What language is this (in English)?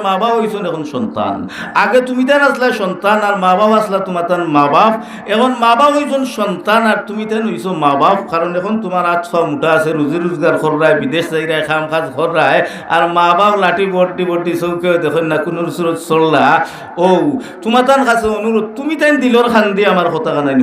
Sylheti